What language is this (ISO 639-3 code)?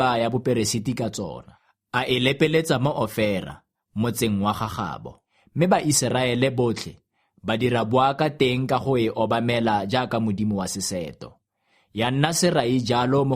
tsn